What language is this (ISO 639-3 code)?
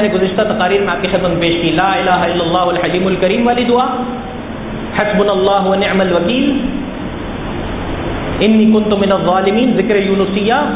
urd